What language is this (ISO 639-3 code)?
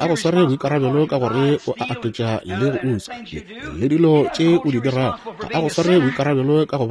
nso